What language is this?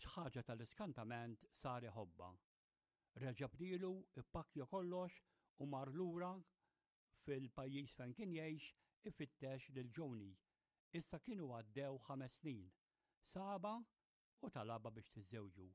Maltese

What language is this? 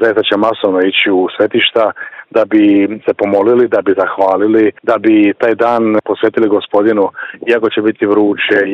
Croatian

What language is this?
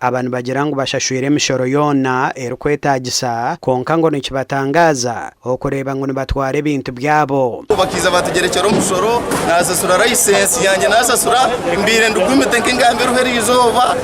Nyankole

